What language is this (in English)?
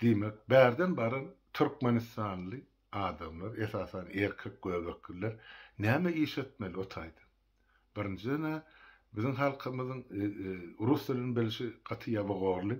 Turkmen